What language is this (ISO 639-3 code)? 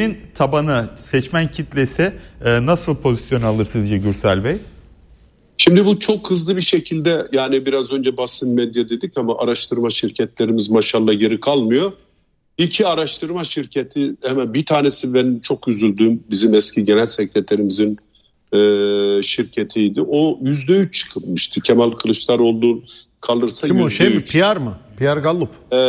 tur